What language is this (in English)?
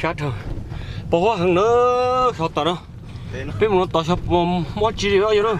Hmong